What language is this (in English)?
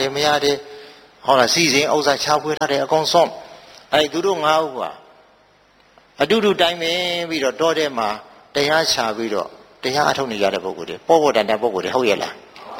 Burmese